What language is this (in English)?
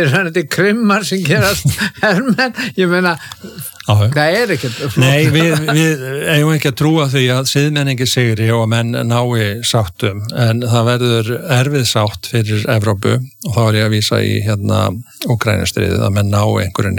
Icelandic